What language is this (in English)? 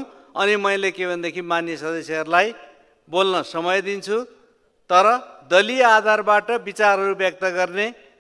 Nepali